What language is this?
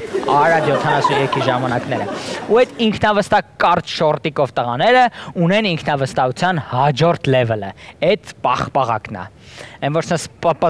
Armenian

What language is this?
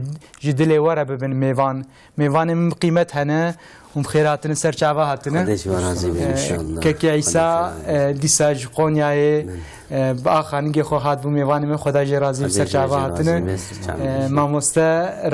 Kurdish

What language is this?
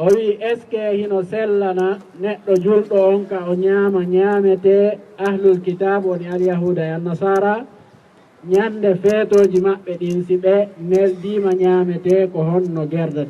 Fula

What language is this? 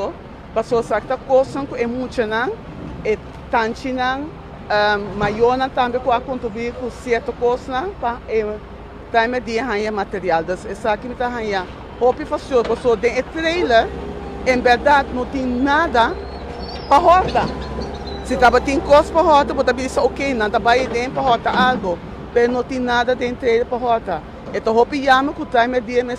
Papiamento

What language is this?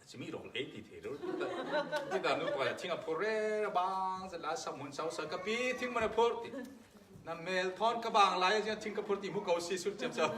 Falam Chin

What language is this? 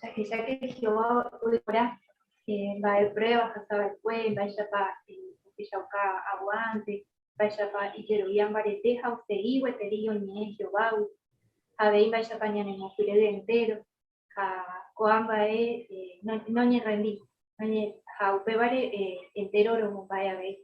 Guarani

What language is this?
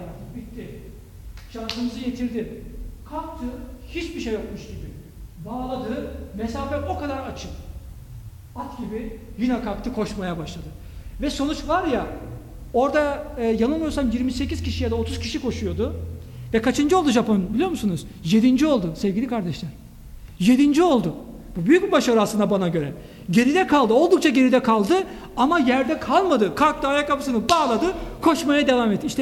Turkish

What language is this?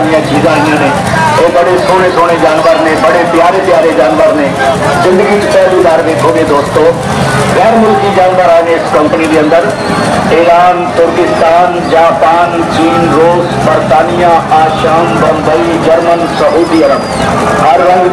Saraiki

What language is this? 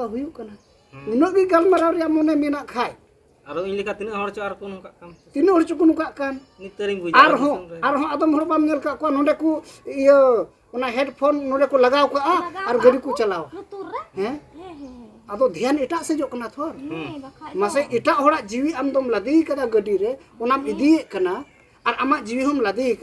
Santali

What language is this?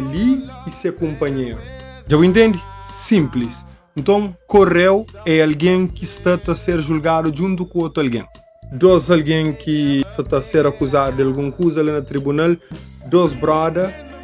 Kabuverdianu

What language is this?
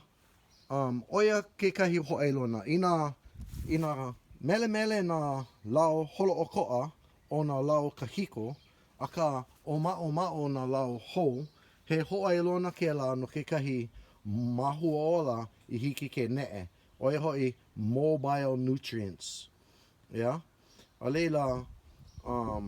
Hawaiian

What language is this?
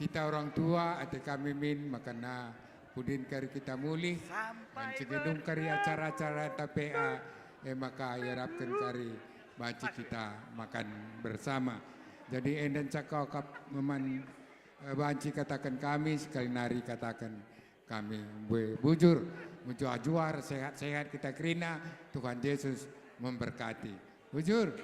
Batak Karo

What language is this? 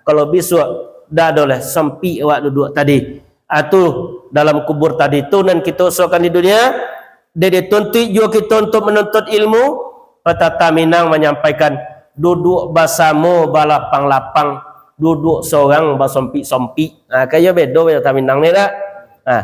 Minangkabau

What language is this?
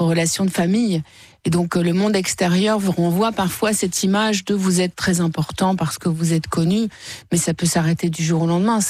French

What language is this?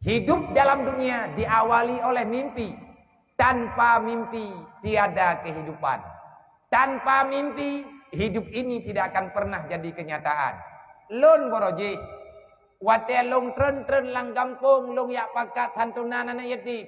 Achinese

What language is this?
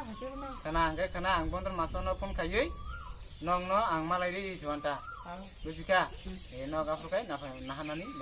Kok Borok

